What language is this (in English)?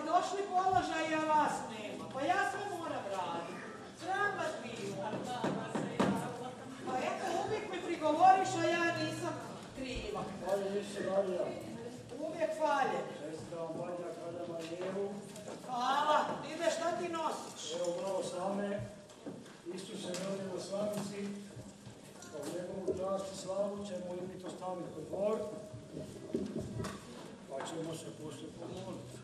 Croatian